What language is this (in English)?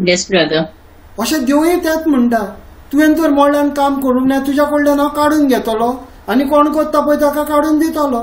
Konkani